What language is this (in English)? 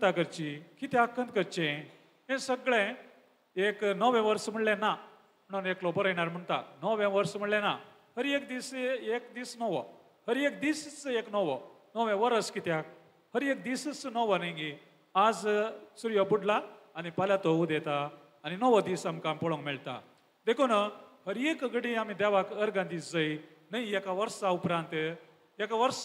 Konkani